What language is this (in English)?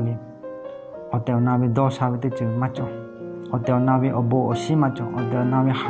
Lahu